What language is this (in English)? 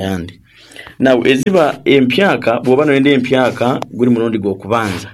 Nyankole